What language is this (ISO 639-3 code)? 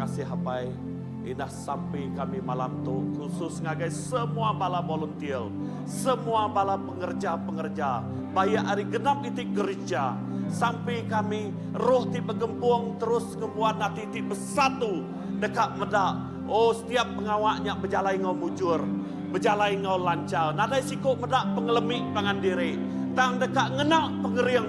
iba